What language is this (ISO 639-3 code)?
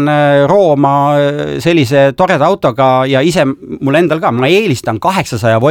est